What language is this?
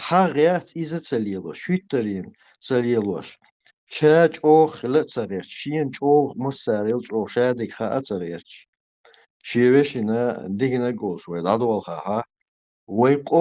Chechen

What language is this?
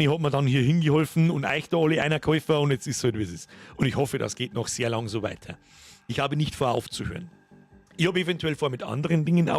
Bavarian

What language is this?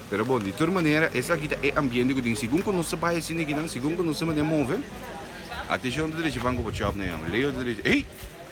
Papiamento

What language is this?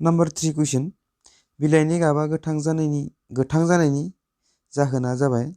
Bodo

